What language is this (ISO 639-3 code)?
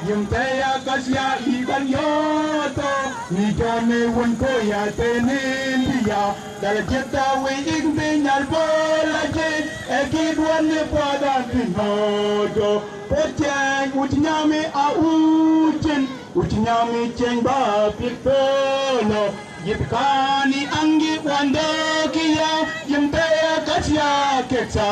mfz